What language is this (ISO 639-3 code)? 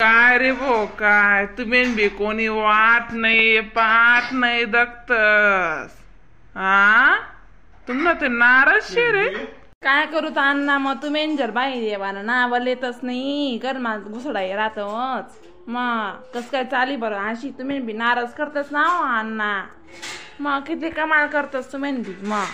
khn